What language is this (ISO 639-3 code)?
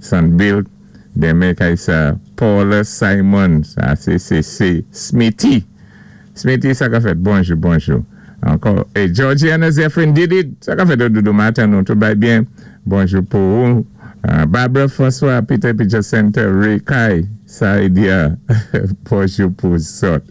acf